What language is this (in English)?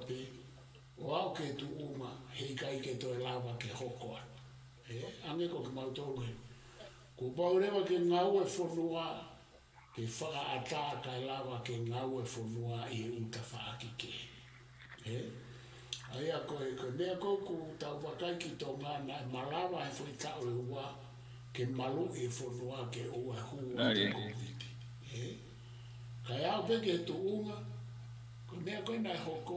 Tongan